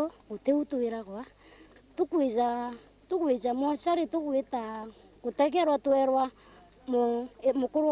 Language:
Meru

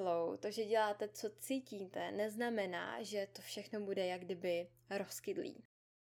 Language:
Czech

